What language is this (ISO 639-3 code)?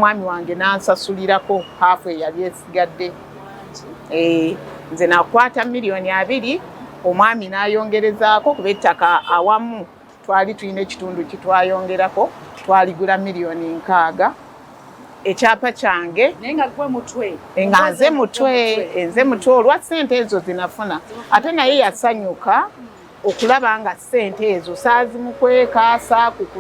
lug